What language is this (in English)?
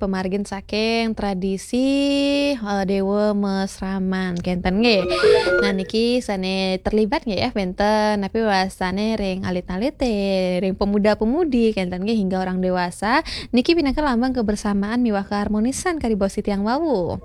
Balinese